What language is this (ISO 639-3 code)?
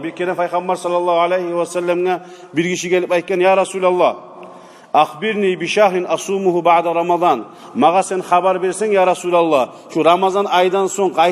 kum